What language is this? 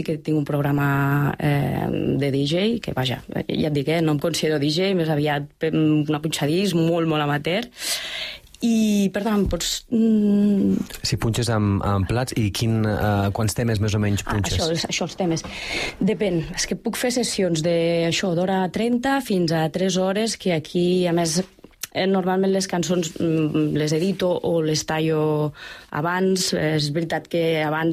Catalan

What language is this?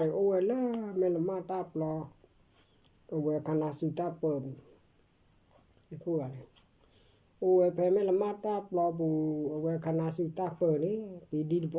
S'gaw Karen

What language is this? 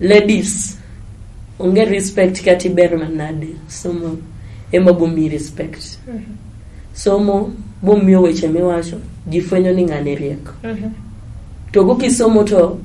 Luo (Kenya and Tanzania)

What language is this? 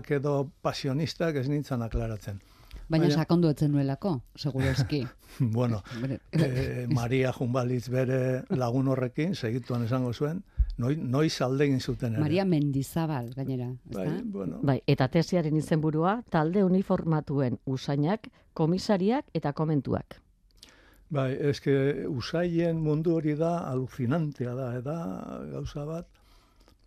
Basque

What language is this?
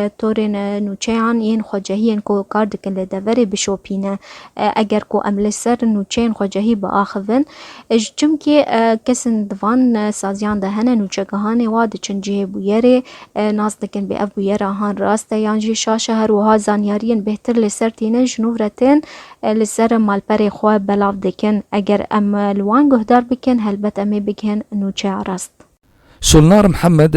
Kurdish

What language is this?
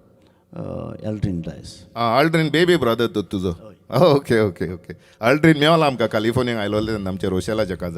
Konkani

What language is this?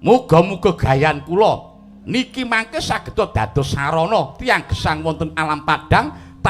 Javanese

